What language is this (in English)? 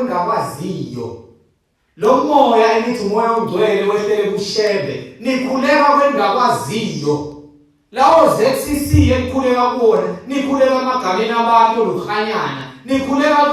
Zulu